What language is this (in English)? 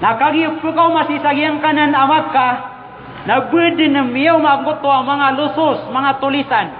Maranao